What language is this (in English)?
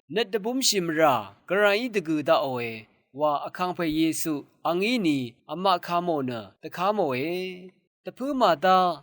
Rawang